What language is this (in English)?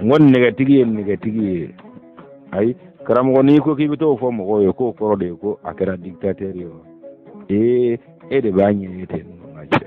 Bambara